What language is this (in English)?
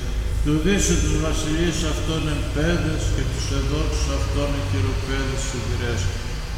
Greek